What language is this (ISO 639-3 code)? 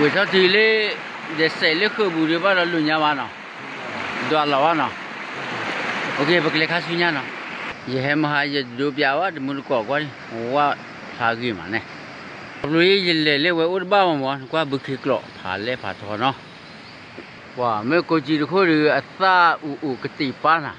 ksw